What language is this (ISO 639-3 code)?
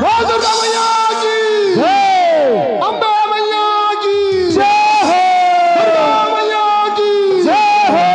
hne